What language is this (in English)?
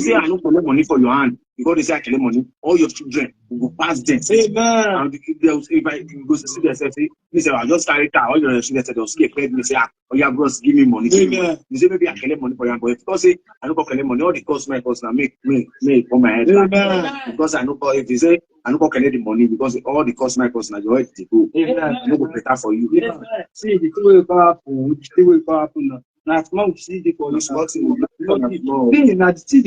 Nigerian Pidgin